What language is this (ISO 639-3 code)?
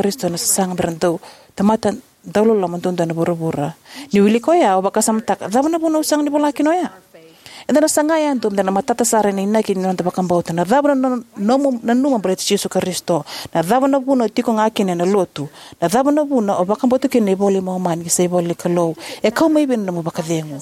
fij